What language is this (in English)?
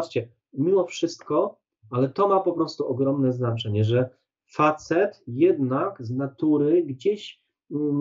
Polish